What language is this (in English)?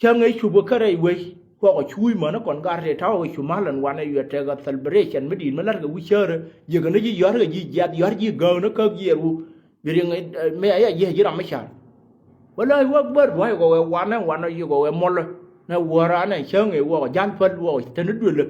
Nuer